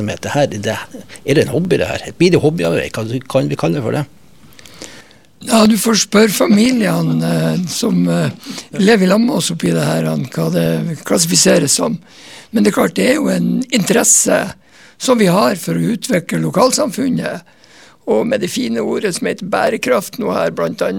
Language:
Norwegian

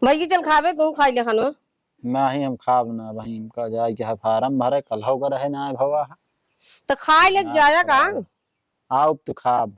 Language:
Awadhi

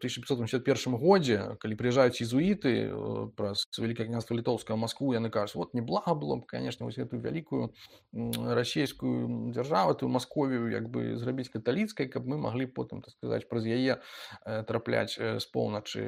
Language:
Belarusian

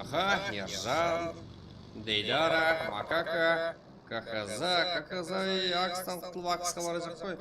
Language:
Kara-Kalpak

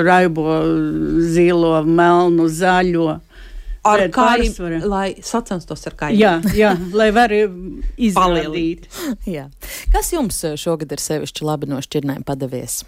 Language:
Latvian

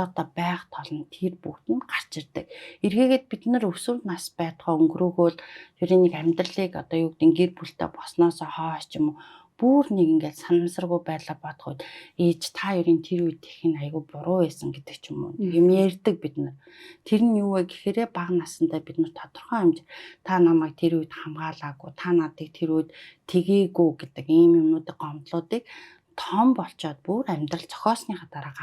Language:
Mongolian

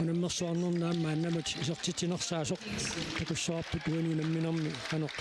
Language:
Kalaallisut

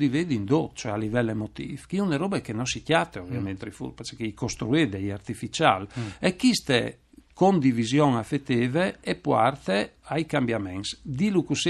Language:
Friulian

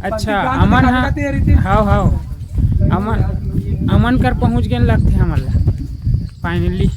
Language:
Chhattisgarhi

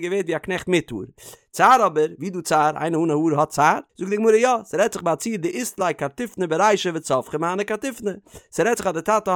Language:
Yiddish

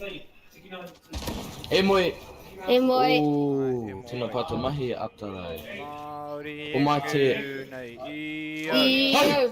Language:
Māori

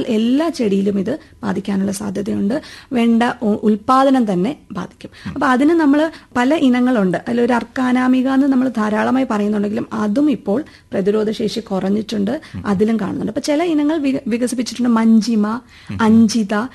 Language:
Malayalam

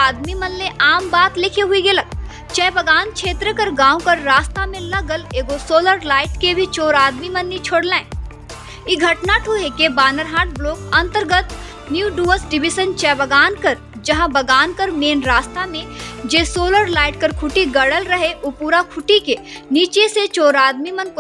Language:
Sadri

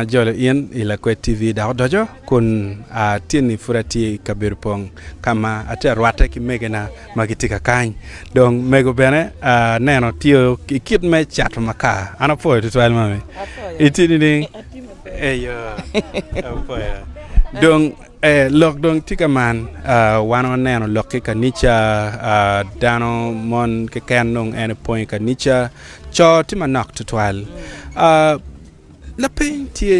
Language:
Acoli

